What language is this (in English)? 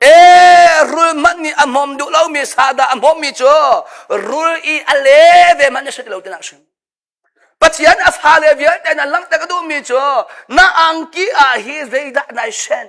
Hakha Chin